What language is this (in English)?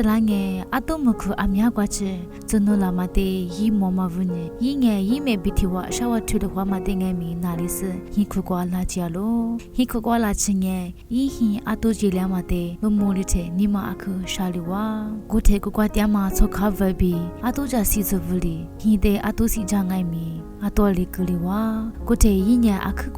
Lisu